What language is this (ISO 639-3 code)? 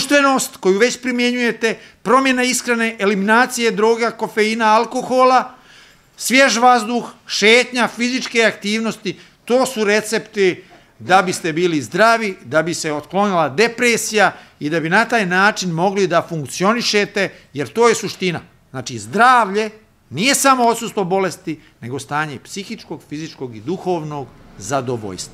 srp